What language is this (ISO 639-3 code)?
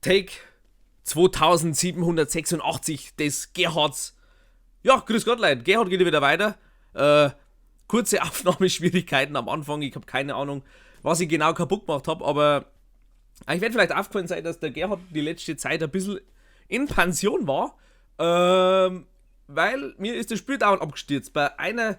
bar